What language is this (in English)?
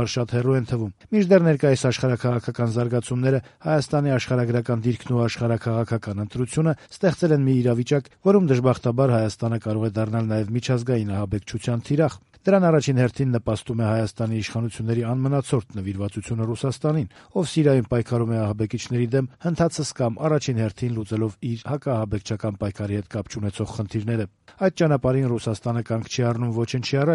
Armenian